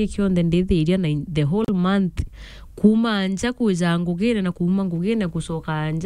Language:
Meru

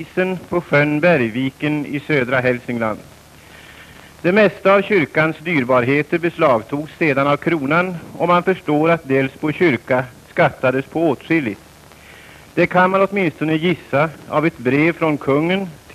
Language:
Swedish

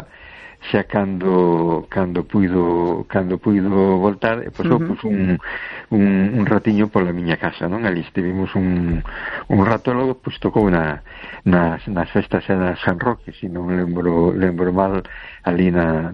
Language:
Galician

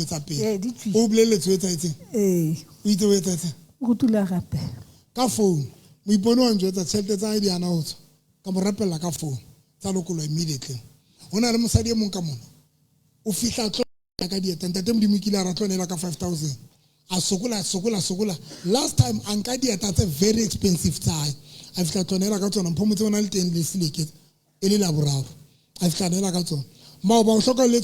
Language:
Southern Sotho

